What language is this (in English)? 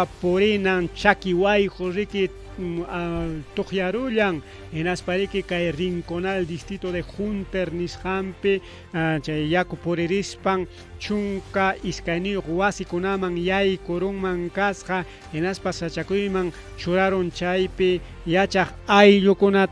Ayacucho Quechua